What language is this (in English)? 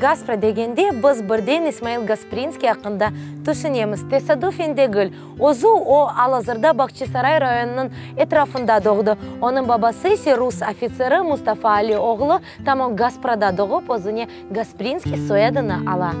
Crimean Tatar